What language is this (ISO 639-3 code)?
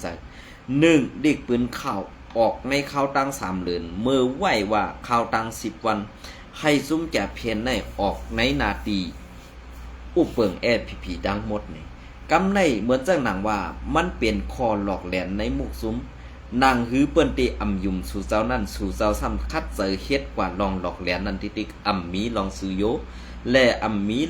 shn